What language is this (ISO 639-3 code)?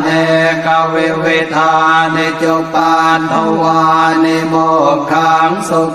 pli